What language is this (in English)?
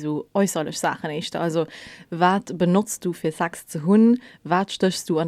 Luxembourgish